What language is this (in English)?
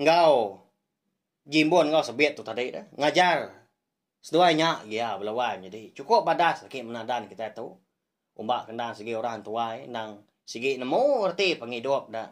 Iban